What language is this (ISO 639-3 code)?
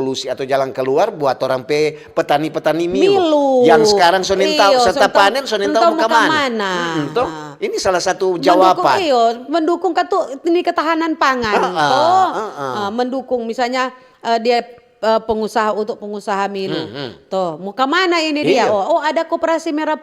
xmm